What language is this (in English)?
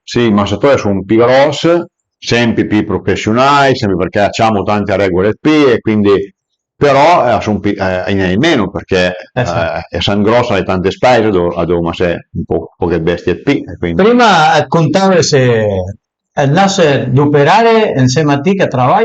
Piedmontese